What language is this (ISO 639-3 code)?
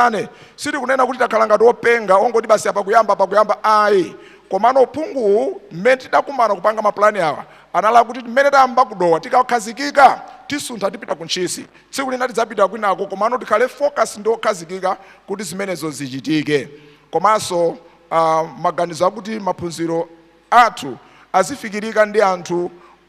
nya